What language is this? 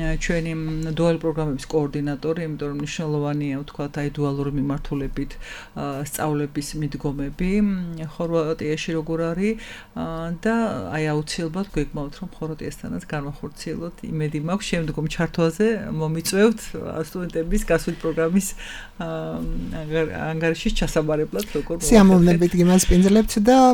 Georgian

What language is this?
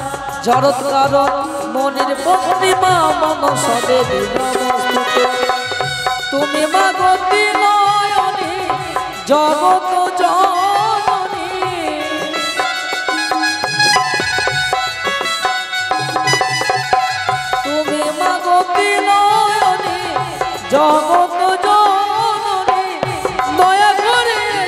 Bangla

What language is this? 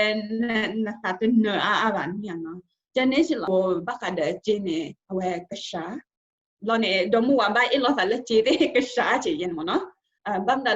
S'gaw Karen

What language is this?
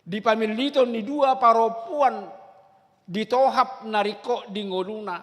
Batak Toba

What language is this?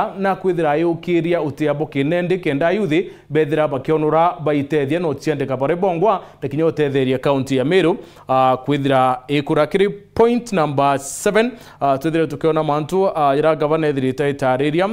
Meru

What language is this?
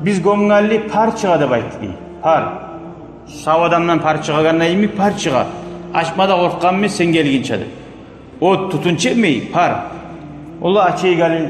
Kumyk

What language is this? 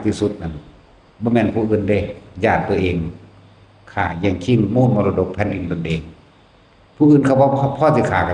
Northeastern Thai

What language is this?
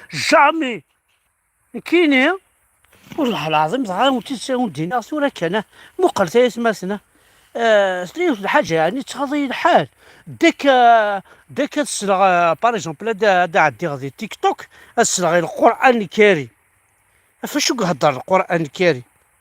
Kabyle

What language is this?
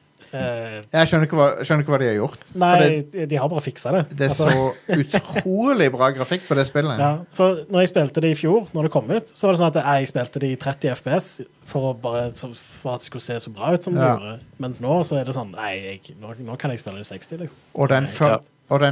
Norwegian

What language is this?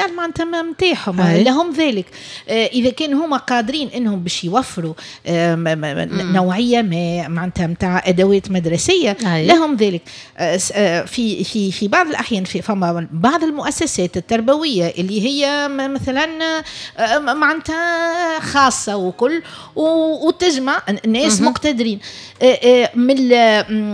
Tunisian Arabic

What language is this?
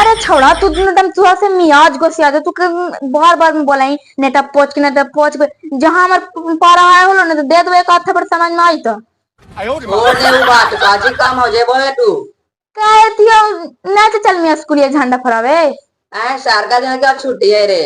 Magahi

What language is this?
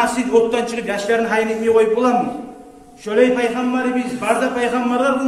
Kumyk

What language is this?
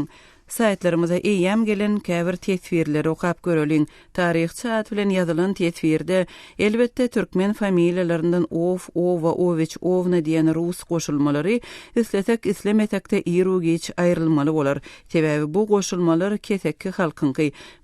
Turkmen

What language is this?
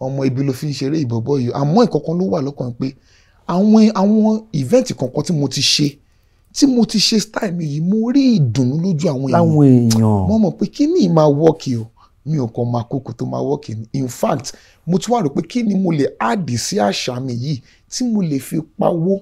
Yoruba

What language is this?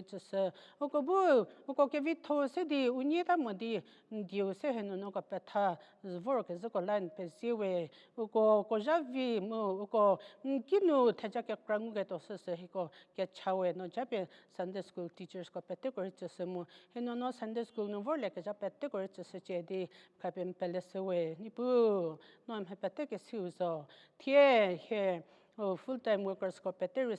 Angami Naga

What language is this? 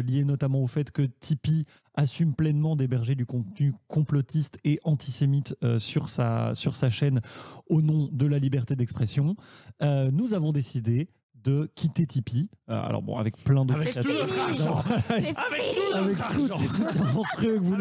French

